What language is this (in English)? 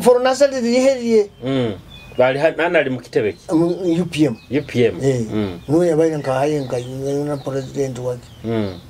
Nyoro